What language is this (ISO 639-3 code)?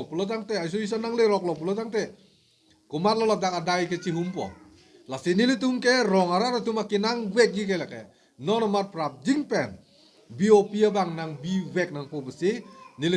mjw